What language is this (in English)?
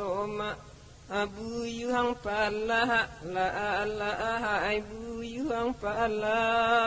Minangkabau